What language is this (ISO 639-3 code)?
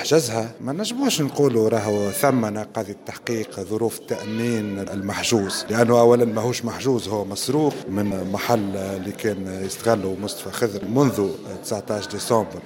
aeb